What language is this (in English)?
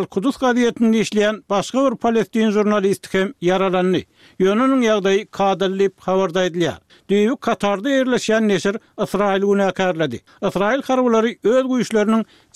Turkmen